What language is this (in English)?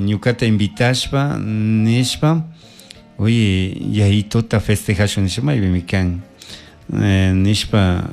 Chimborazo Highland Quichua